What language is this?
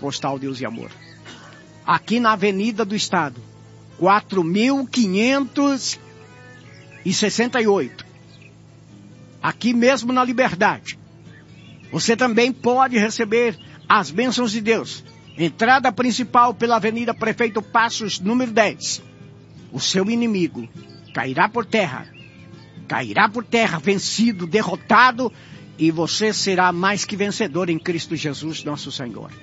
Portuguese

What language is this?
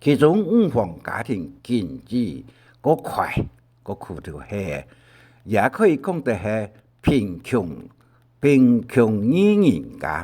Hakka Chinese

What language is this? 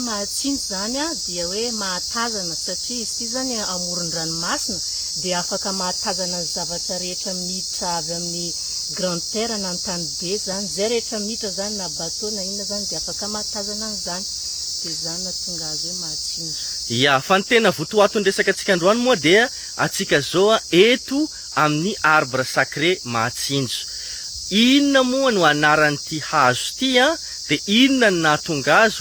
Malagasy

